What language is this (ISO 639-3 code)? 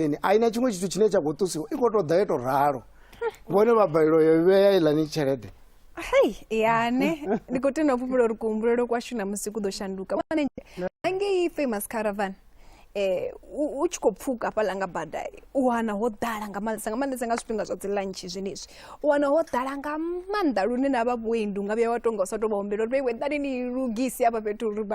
ven